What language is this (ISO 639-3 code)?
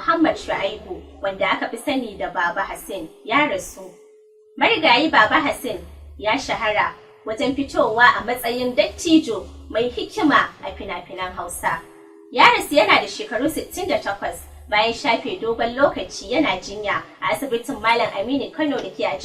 hau